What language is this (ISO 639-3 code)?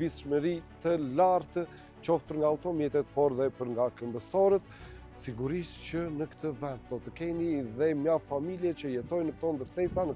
sqi